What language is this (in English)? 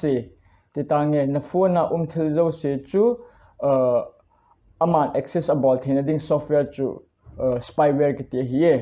Thado Chin